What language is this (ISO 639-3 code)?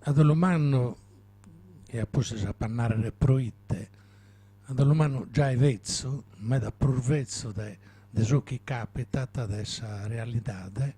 srd